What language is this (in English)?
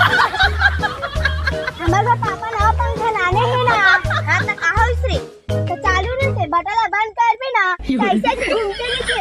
Chhattisgarhi